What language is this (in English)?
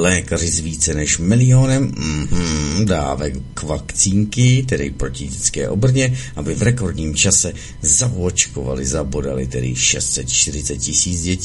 Czech